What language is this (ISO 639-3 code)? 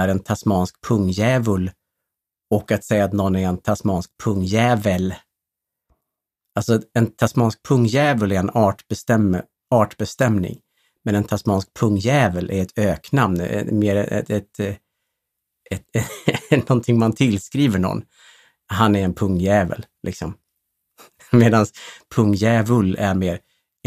swe